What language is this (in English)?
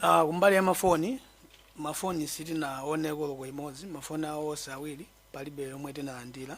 Nyanja